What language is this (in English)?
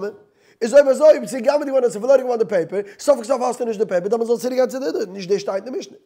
Yiddish